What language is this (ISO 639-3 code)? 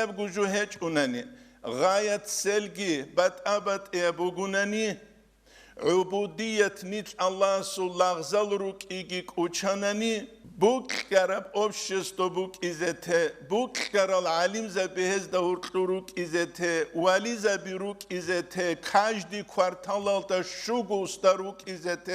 ava